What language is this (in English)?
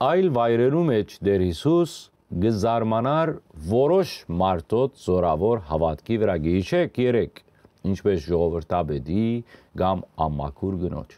Western Armenian